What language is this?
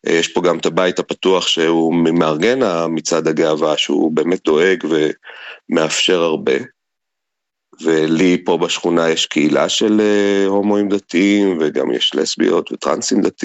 Hebrew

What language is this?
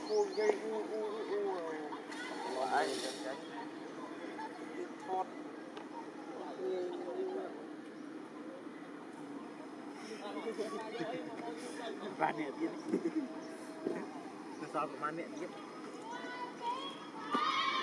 Vietnamese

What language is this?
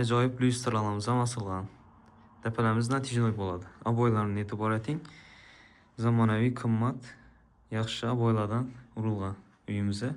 Uzbek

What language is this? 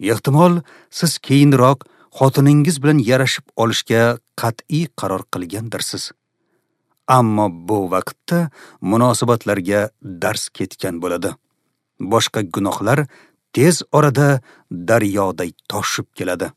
Uzbek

